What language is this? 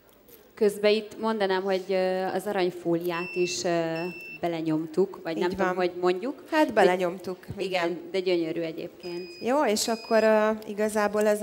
Hungarian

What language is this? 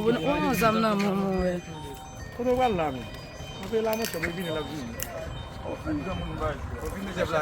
Haitian Creole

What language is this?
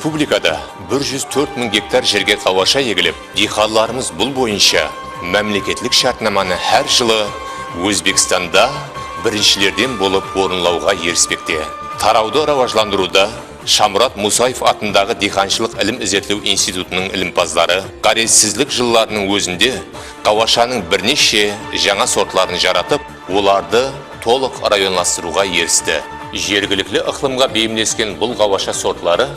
Kara-Kalpak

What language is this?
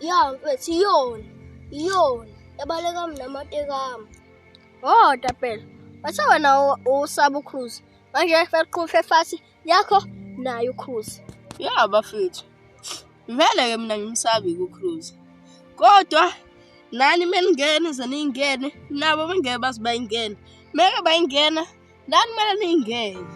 Zulu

